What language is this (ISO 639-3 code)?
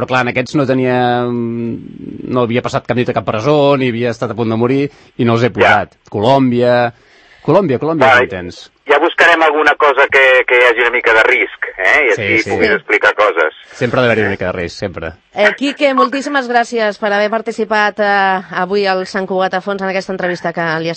cat